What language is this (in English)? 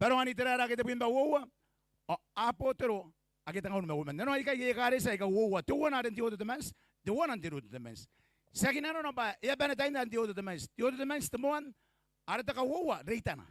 Gilbertese